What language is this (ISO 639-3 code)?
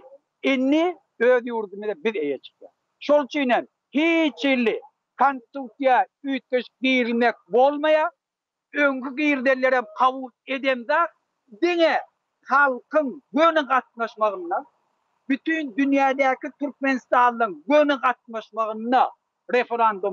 tuk